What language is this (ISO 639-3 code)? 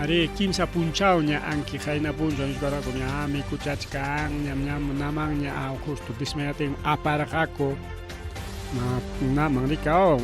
quy